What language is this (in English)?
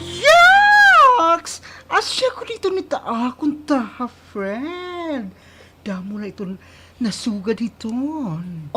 Waray